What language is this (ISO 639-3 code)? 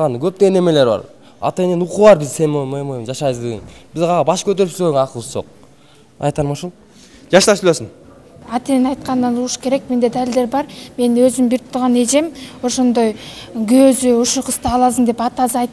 kir